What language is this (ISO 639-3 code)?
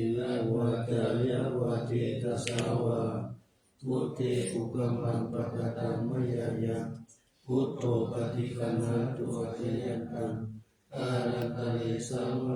pli